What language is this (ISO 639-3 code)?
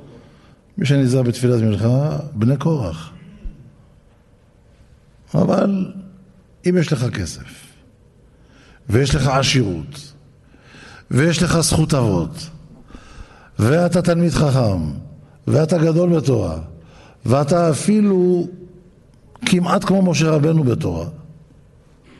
heb